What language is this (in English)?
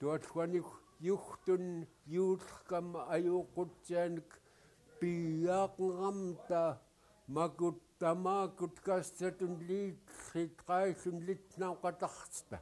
Central Yupik